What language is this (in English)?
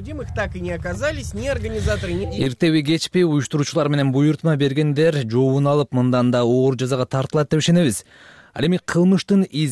Kyrgyz